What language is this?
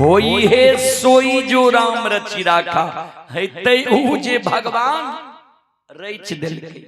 Maithili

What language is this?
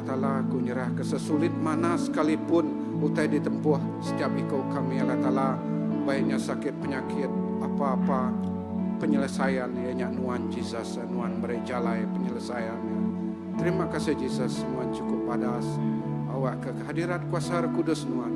Iban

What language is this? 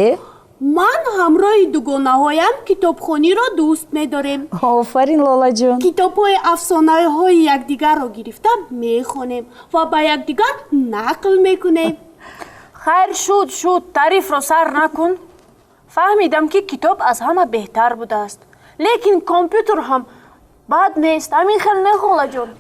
Tajik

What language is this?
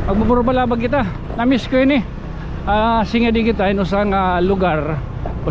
Waray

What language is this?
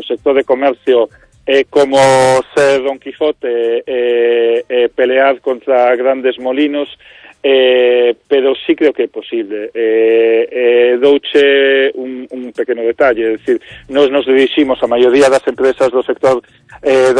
Galician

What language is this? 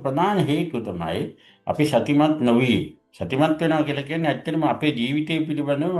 Sinhala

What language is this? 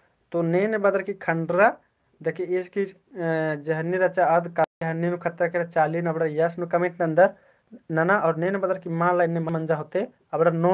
Kurukh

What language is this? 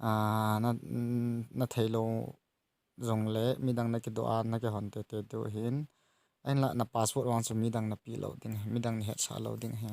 Thado Chin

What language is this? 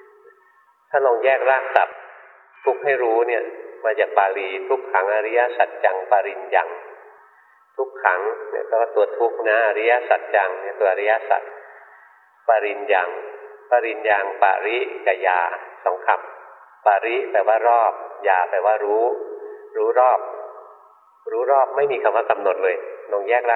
Thai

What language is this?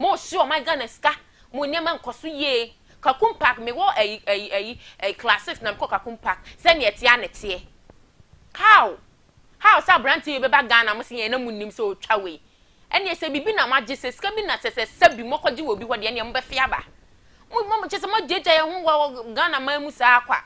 Akan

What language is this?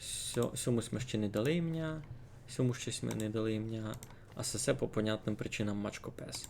Rusyn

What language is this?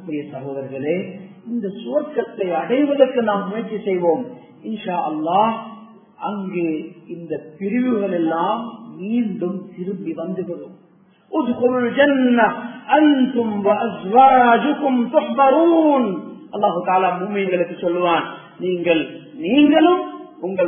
Tamil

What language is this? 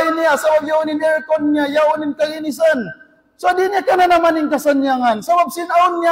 Tausug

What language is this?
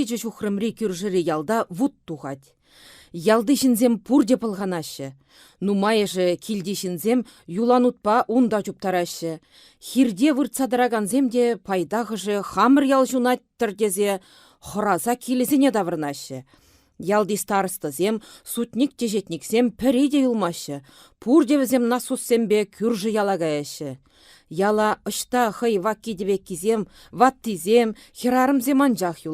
Chuvash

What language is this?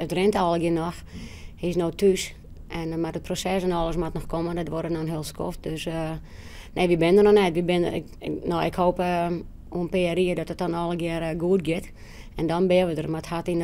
Western Frisian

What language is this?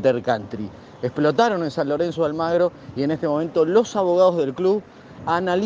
Spanish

